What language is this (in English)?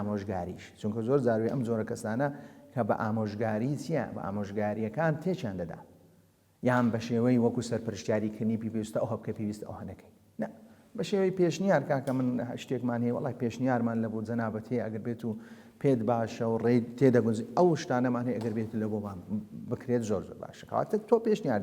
Central Kurdish